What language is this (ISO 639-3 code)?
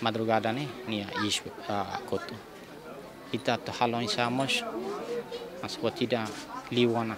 tet